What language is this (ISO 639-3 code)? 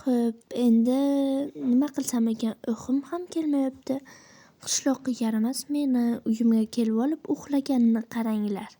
uzb